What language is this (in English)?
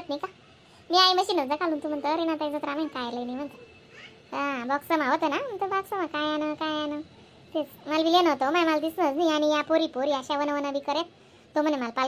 Khandesi